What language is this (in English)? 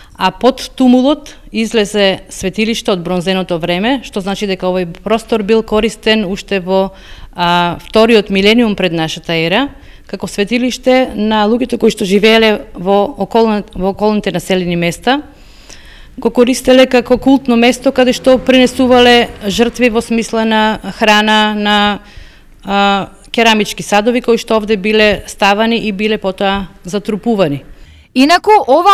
Macedonian